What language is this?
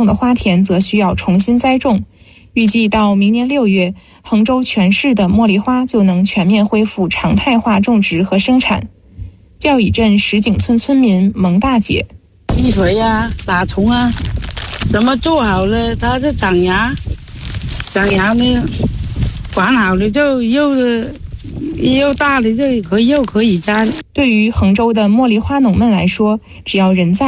Chinese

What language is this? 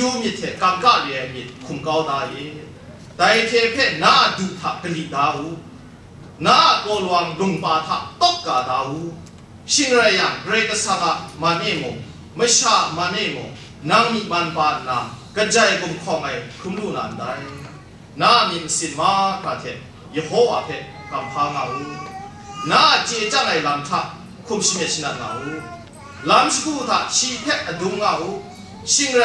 Kachin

